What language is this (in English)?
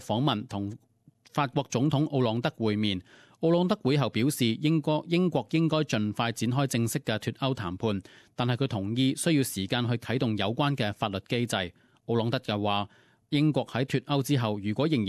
Cantonese